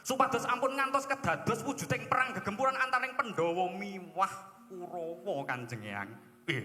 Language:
Javanese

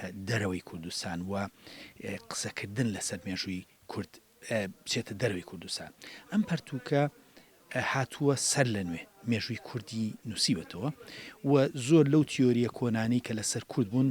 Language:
Central Kurdish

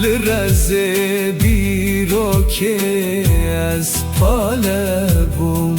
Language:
Kurdish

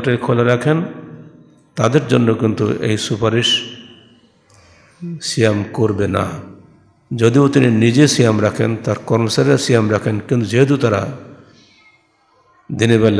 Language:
Bangla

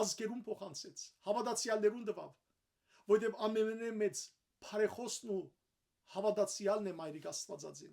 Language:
Western Armenian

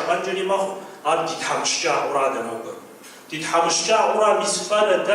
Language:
Kabardian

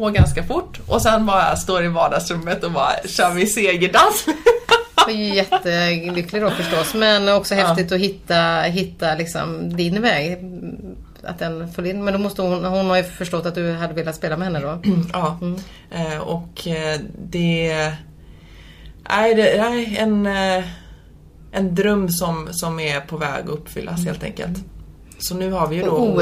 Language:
Swedish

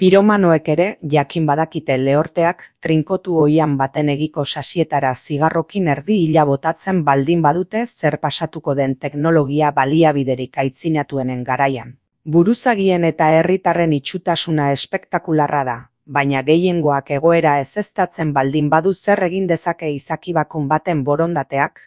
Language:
Basque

